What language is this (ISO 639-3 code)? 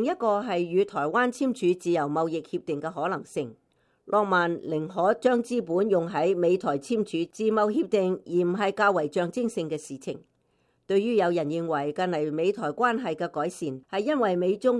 yue